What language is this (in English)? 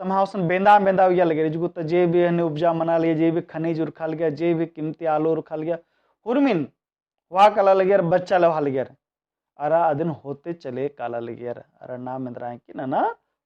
Kurukh